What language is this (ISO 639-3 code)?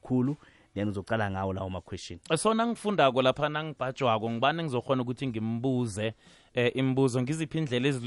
nbl